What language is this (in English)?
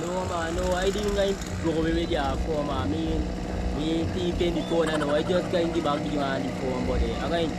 Jamaican Creole English